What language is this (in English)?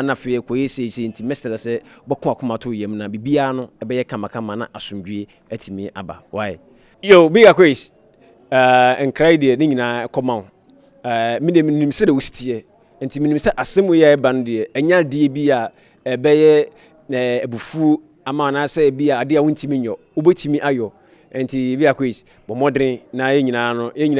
Akan